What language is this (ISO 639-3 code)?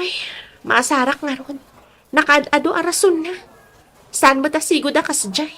ilo